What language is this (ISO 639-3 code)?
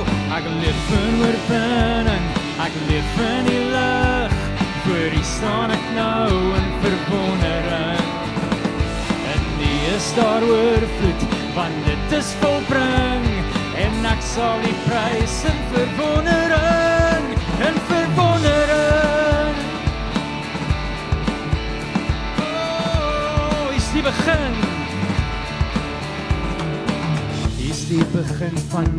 afr